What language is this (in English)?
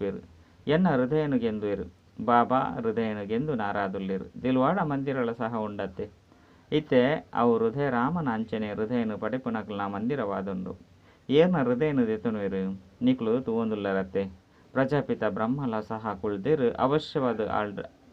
Tulu